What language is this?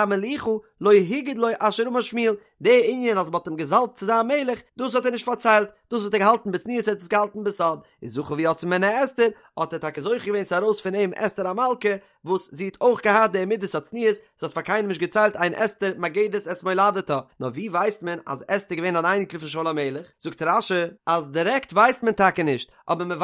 Yiddish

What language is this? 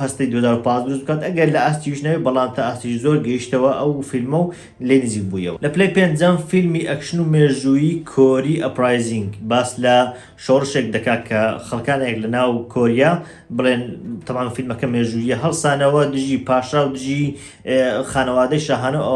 Central Kurdish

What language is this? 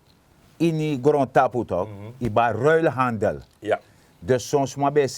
Sranan Tongo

